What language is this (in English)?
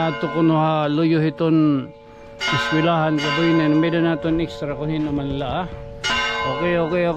Waray